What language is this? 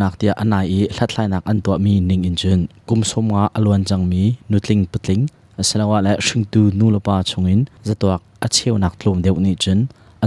Hakha Chin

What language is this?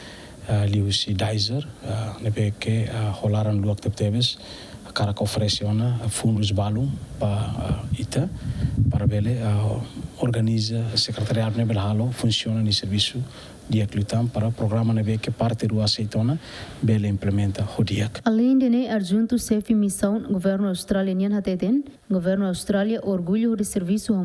Tetum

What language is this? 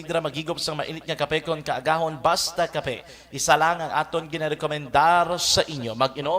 Hiligaynon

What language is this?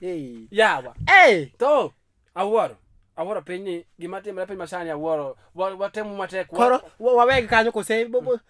Luo (Kenya and Tanzania)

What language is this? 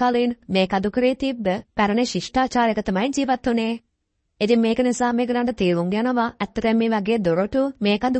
Sinhala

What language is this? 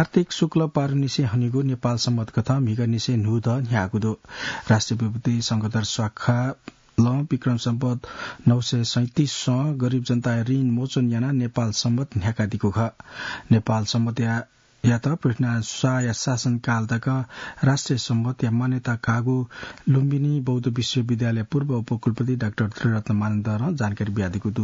Newari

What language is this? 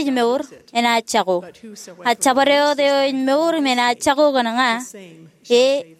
Marshallese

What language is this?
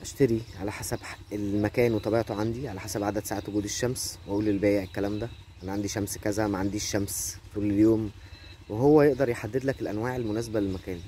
Egyptian Arabic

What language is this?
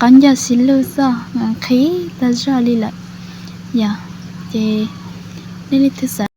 Hmong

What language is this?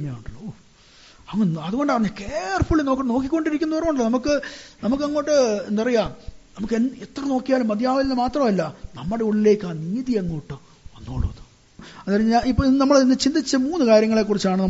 Malayalam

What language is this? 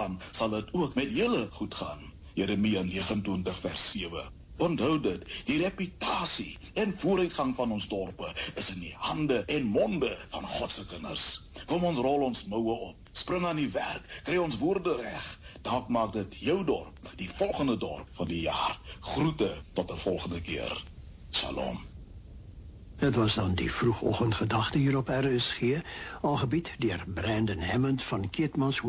Afrikaans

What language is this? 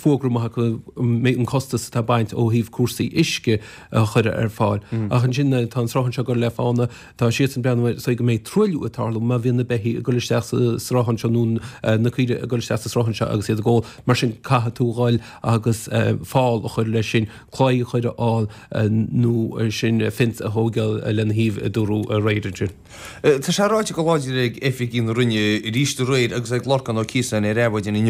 Irish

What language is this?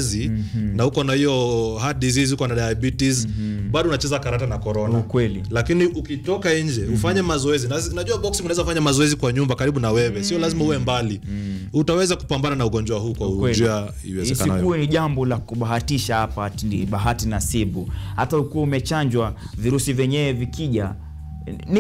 Swahili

